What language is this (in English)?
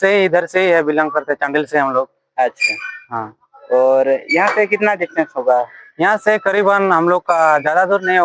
Santali